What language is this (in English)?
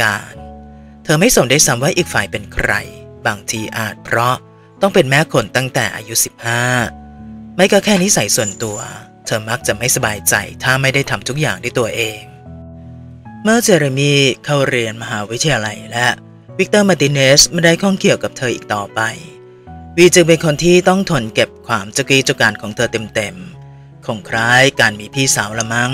Thai